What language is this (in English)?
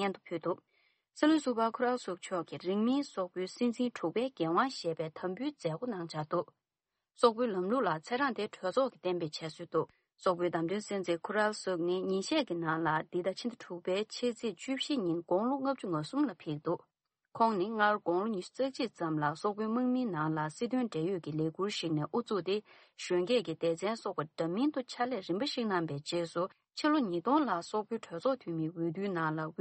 Tibetan